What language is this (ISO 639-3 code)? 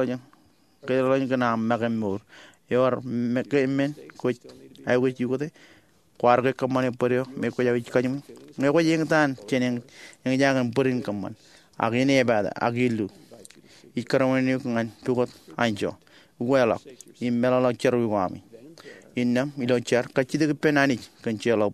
mah